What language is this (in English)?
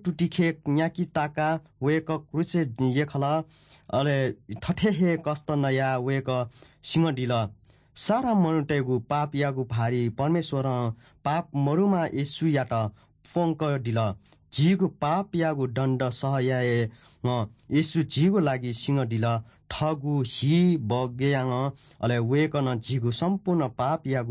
Newari